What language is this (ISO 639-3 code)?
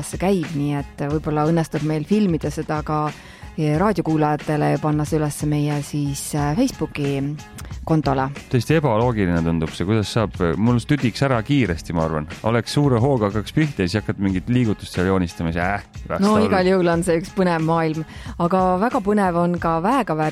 est